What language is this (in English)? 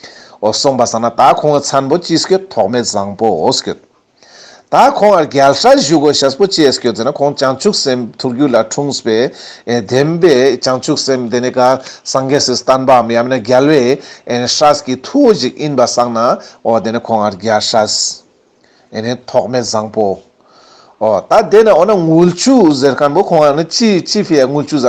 Ladakhi